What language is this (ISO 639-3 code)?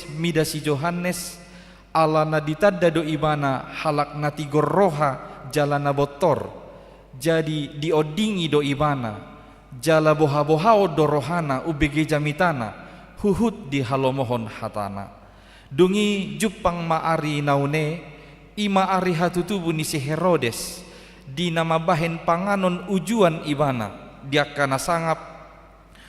bbc